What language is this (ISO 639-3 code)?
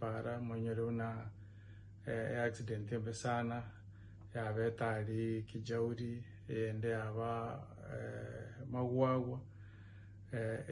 guz